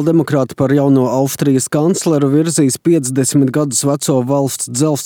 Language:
Latvian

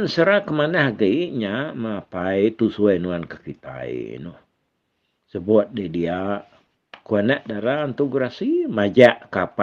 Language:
Iban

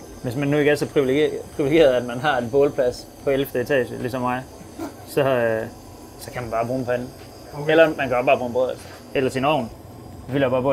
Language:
Danish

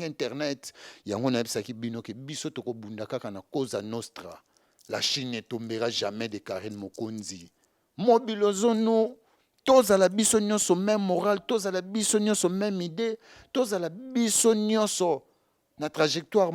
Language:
Lingala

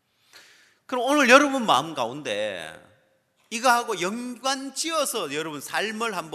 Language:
Korean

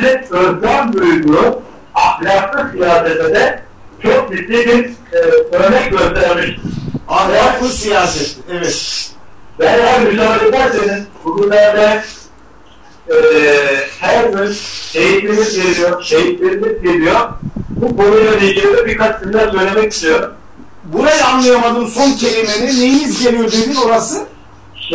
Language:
Turkish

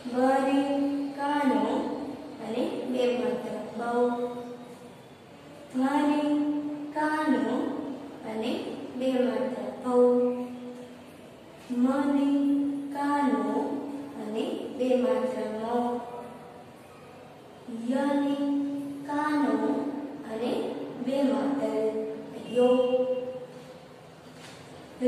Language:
Gujarati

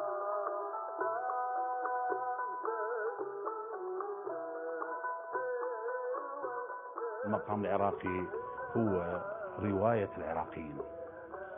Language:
Arabic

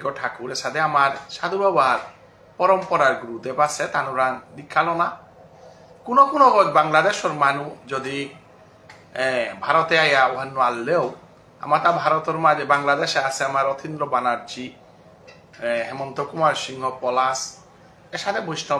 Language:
Bishnupriya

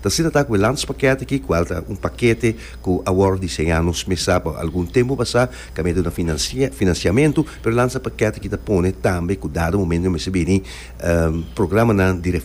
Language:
Papiamento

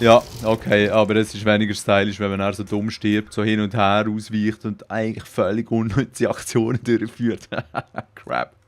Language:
Swiss German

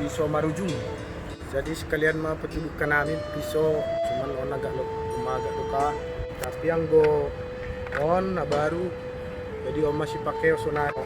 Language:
Batak Simalungun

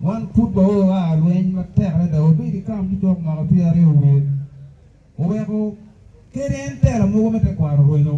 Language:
Acoli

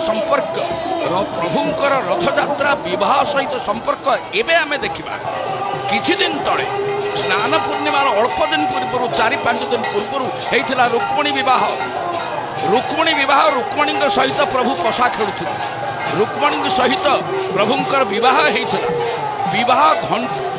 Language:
Odia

